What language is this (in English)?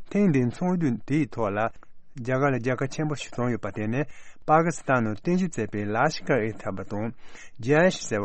Tibetan